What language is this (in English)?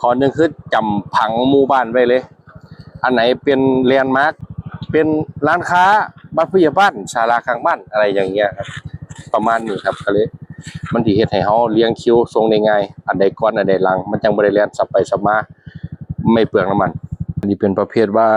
Northeastern Thai